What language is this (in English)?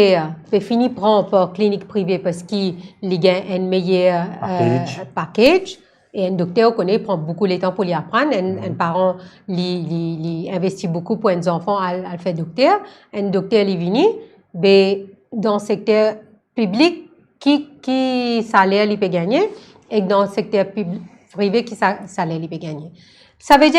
Morisyen